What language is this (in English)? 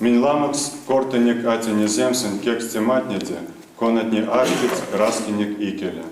Erzya